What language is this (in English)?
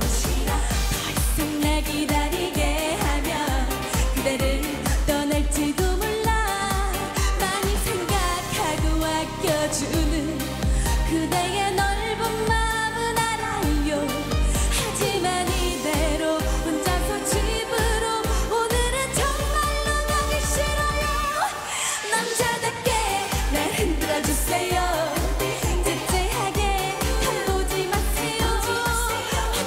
Korean